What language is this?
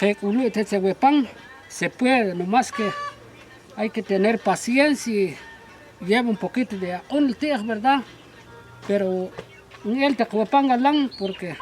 Tektiteko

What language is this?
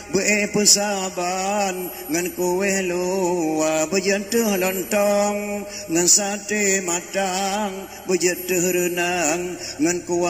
Achinese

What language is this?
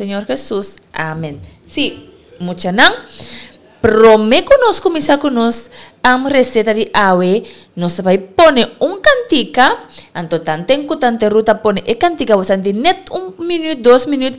Papiamento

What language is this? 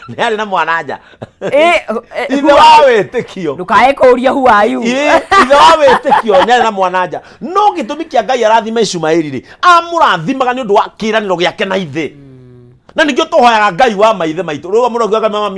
Kikuyu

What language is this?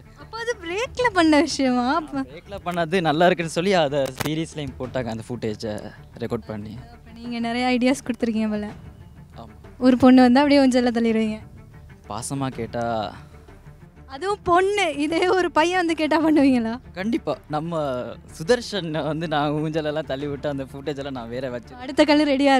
Tamil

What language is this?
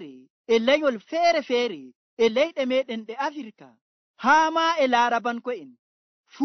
Nigerian Fulfulde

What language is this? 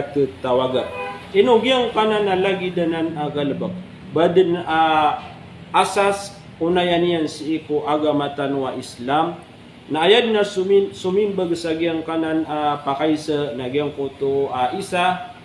Maranao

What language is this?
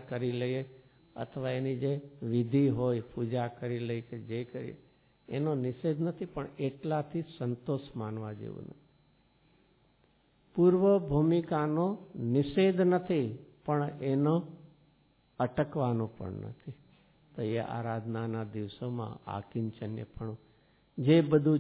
Gujarati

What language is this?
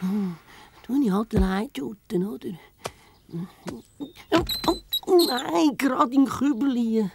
Swiss German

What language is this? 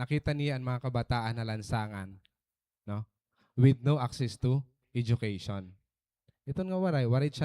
Waray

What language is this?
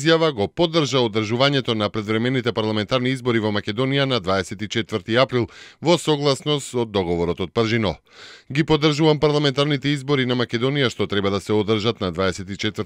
Macedonian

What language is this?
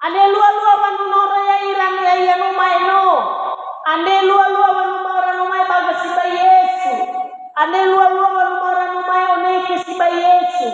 Nias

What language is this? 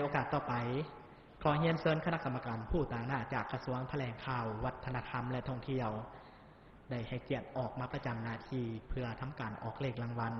Lao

